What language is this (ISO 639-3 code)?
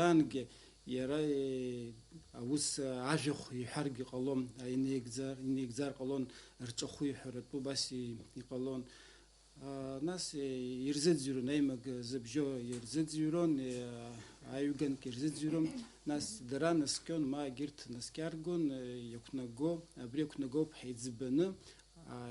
abk